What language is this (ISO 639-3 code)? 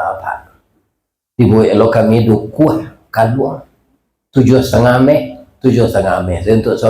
min